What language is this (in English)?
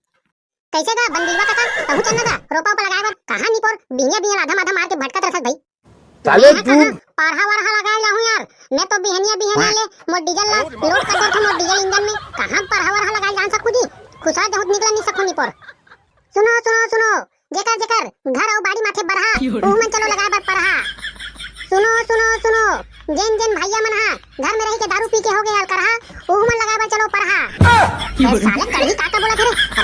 Chhattisgarhi